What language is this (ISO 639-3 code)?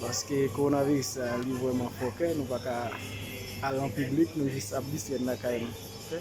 hat